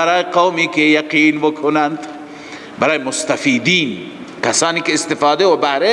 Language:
Persian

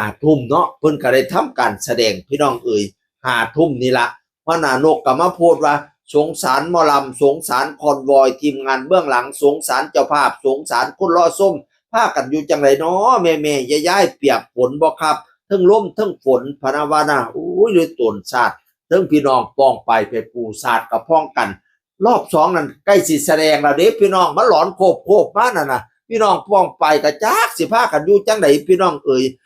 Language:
Northeastern Thai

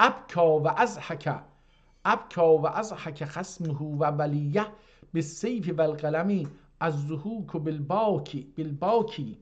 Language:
South Azerbaijani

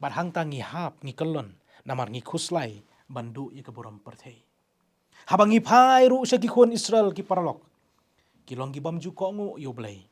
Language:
Khasi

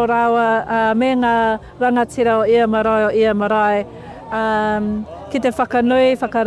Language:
Māori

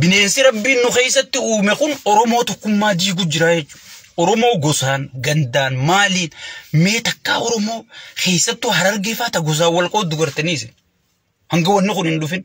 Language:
Oromo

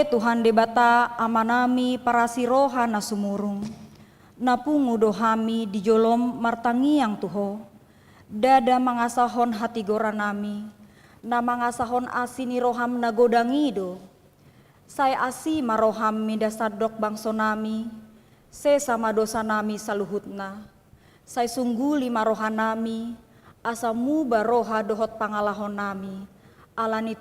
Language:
Batak Toba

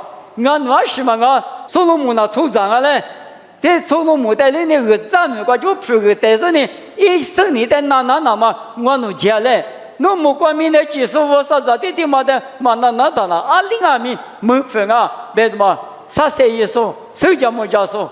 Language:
Lisu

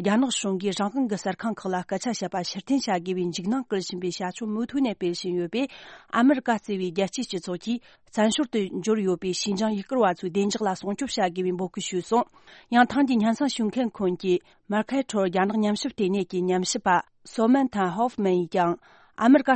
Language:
Tibetan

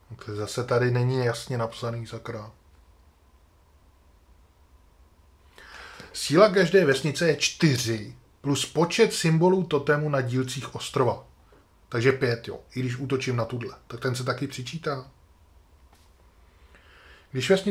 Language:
Czech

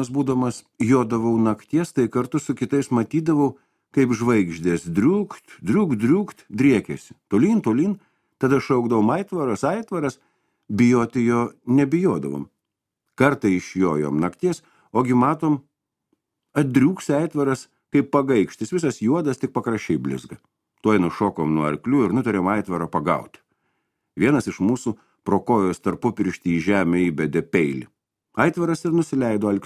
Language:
Lithuanian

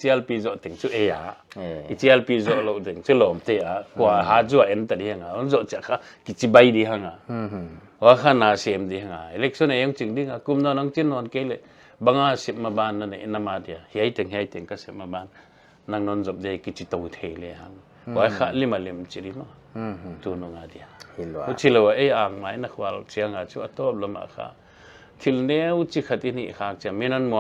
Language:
Paite Chin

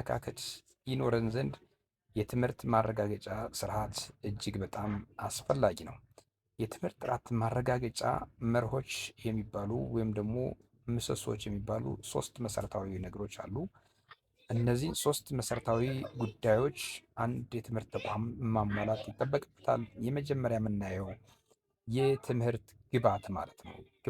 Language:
Amharic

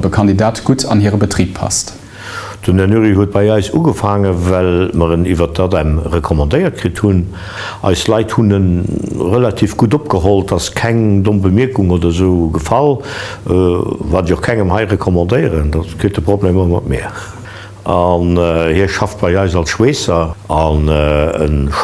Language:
Luxembourgish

